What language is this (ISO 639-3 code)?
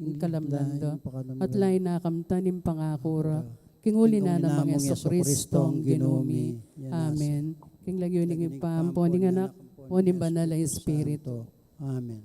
pam